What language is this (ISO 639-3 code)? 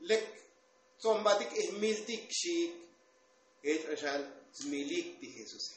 tzo